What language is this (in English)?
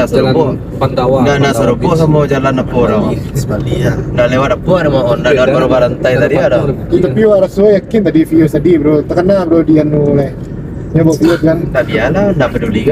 Minangkabau